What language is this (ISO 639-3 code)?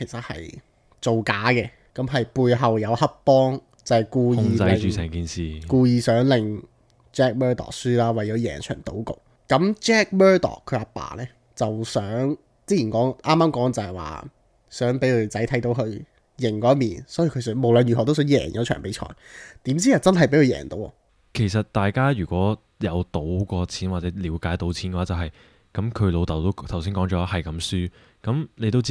yue